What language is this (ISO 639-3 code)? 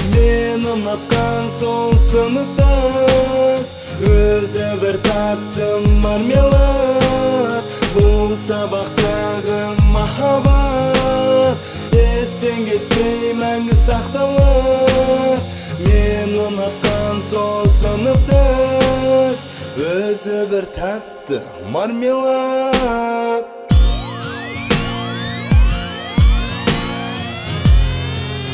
kaz